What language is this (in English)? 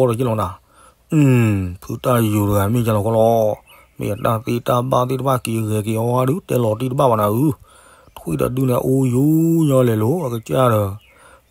S'gaw Karen